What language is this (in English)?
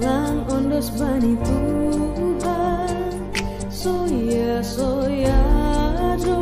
Batak Simalungun